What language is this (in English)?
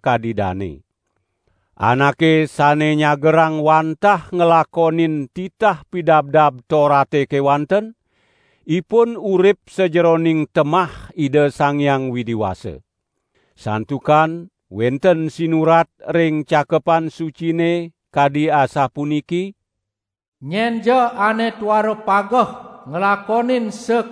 Balinese